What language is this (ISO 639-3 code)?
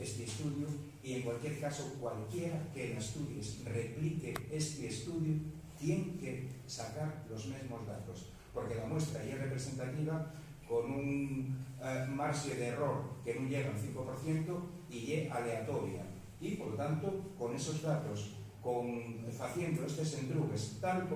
ast